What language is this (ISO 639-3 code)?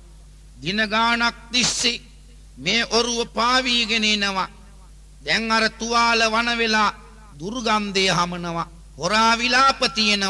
sin